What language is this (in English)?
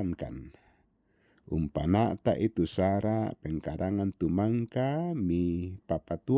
Toraja-Sa'dan